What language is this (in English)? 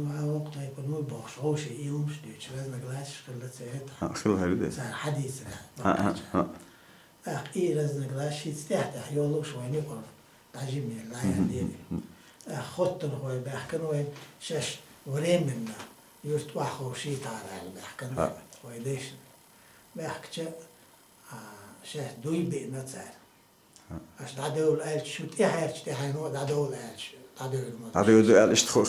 Chechen